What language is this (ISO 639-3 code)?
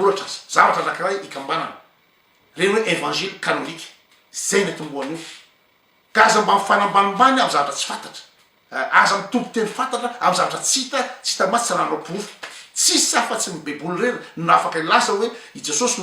mlg